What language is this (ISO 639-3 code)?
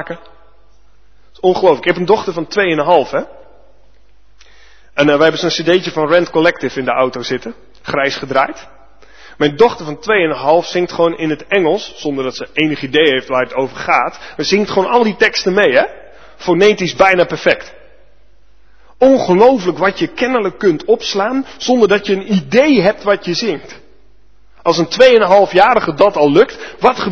nld